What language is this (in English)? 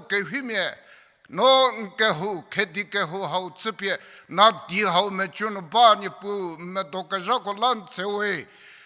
Angami Naga